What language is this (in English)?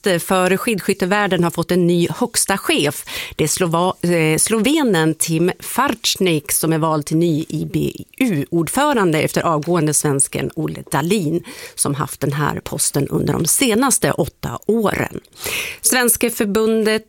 Swedish